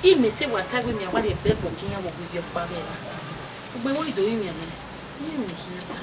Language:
Bini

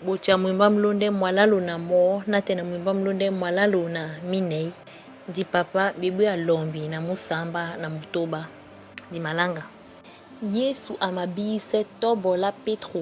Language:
Duala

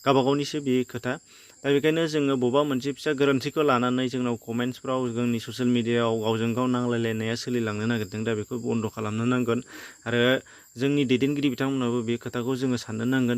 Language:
Bodo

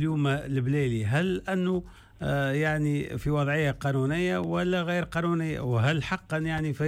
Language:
Tunisian Arabic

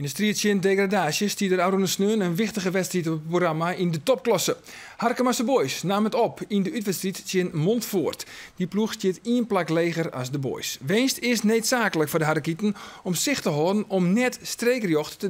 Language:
Western Frisian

